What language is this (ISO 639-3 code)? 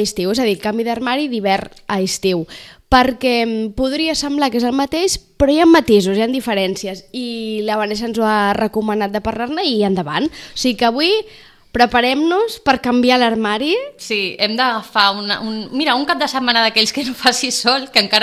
cat